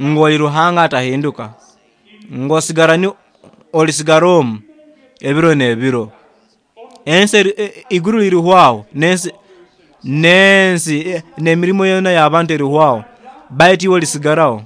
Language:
Nyoro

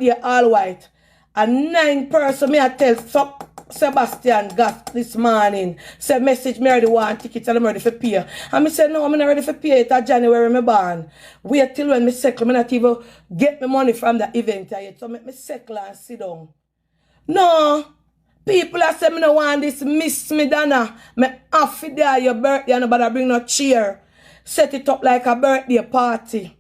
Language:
Jamaican Creole English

